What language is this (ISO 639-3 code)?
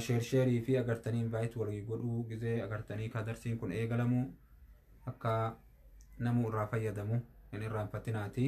orm